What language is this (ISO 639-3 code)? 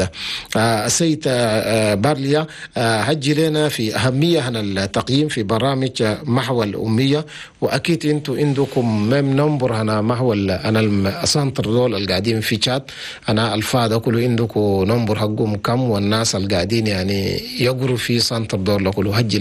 shu